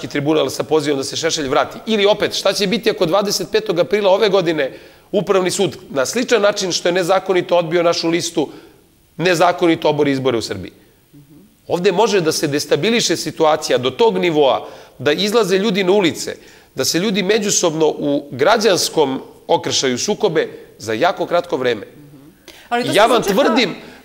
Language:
Serbian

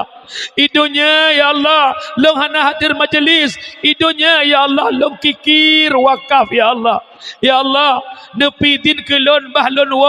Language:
Achinese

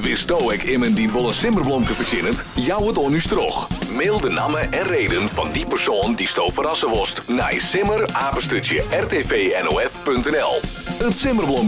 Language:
Western Frisian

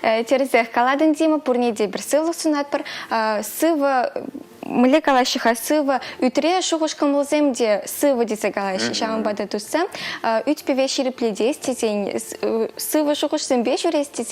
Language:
Chuvash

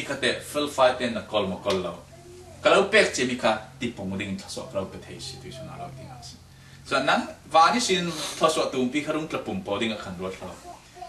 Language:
Falam Chin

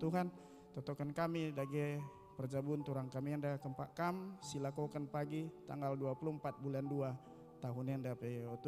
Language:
Batak Karo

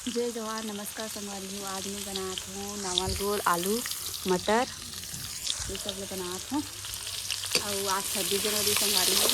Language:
Chhattisgarhi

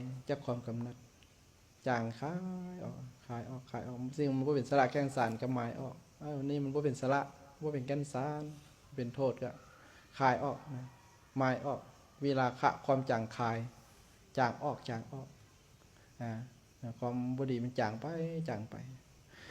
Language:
Lao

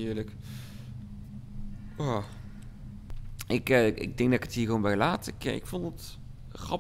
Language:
Dutch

